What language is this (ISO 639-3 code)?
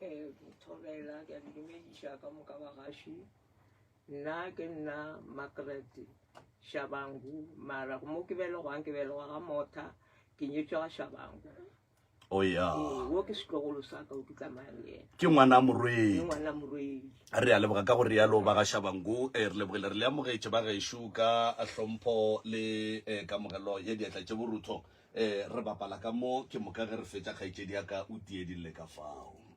nso